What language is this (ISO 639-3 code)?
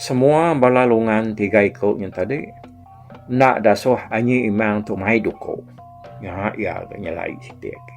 iba